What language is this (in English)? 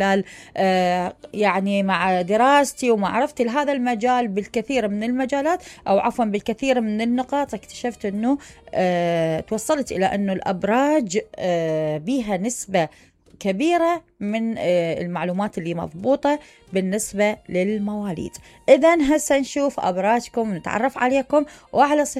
Mesopotamian Arabic